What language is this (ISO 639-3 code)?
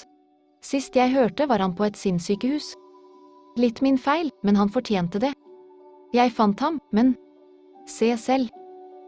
nor